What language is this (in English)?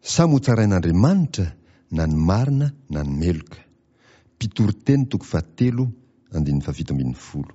Malagasy